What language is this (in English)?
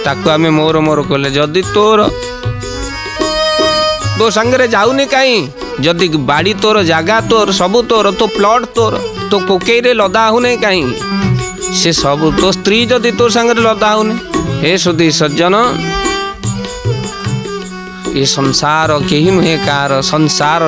Odia